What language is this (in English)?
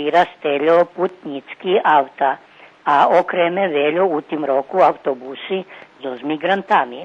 Rusyn